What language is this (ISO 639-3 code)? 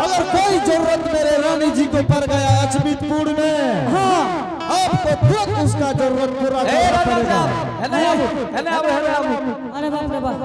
anp